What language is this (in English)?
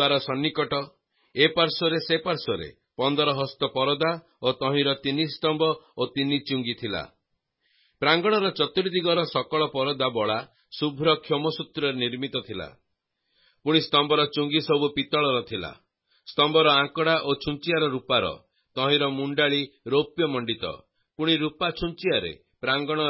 Odia